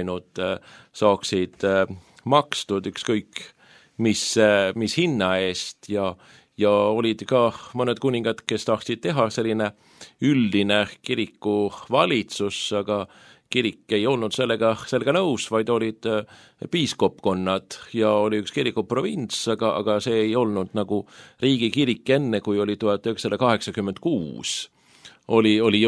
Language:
Estonian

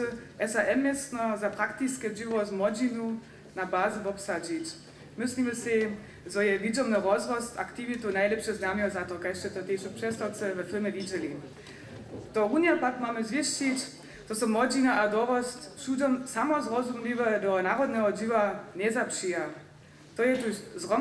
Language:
Upper Sorbian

